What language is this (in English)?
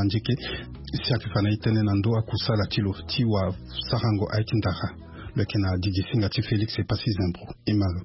Sango